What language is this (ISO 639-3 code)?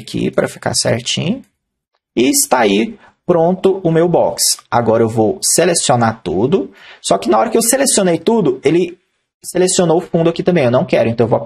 por